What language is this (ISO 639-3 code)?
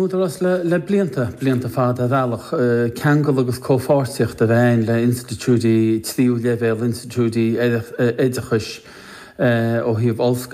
gle